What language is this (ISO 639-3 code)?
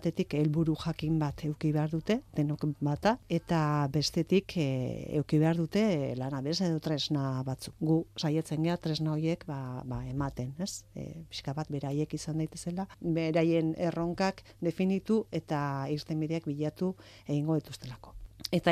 eus